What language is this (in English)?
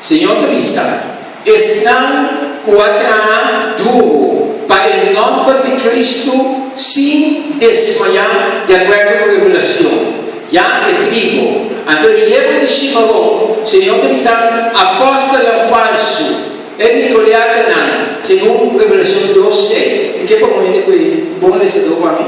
Papiamento